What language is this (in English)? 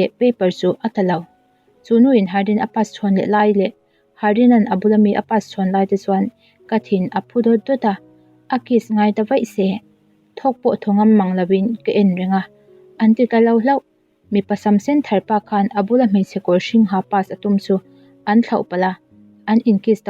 Mizo